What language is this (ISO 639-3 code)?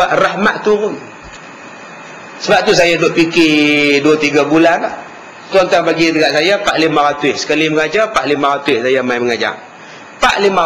msa